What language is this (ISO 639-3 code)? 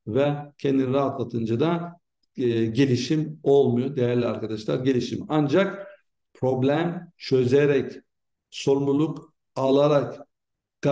tur